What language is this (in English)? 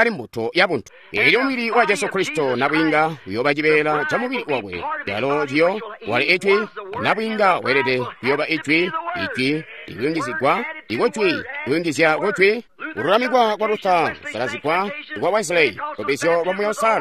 Tonga (Zambia)